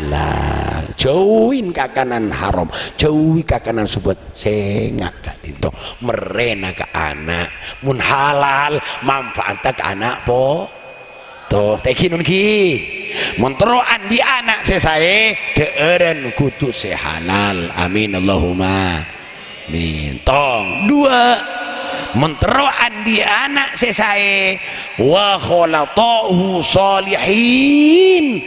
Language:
Madurese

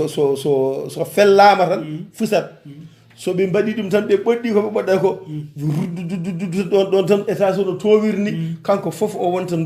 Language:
Fula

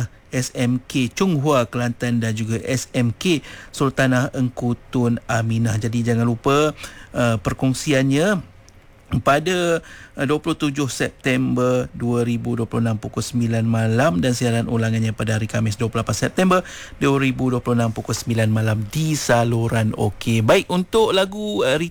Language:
Malay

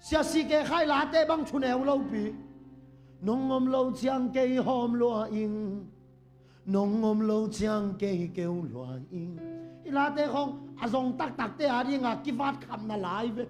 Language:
Tedim Chin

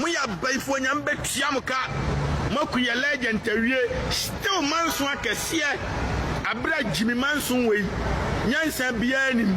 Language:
Akan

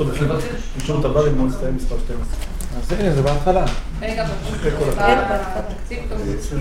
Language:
Hebrew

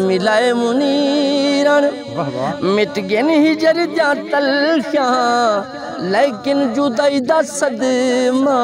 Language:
Saraiki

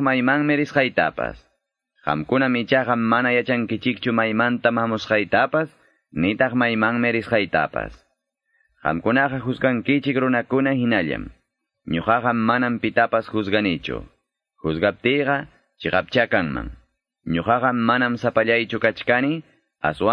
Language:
Quechua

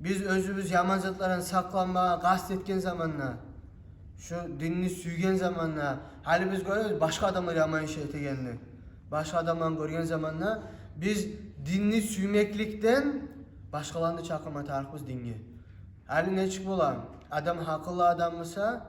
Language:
Kumyk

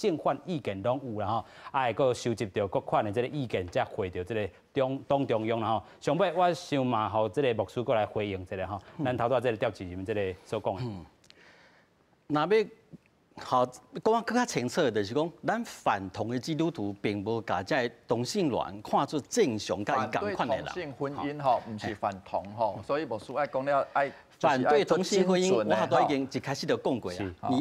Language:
Min Nan Chinese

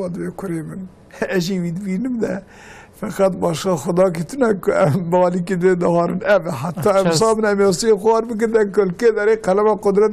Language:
Kurdish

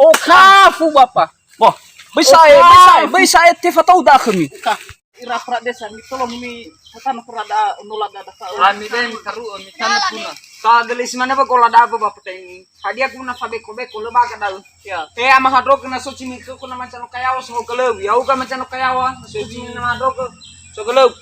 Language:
Nias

